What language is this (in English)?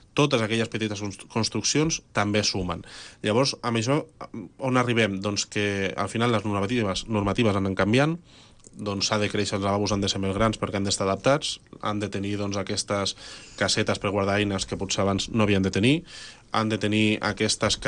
Catalan